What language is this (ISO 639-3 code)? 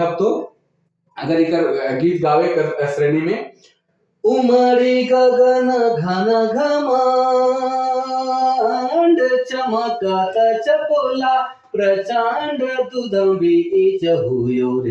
sck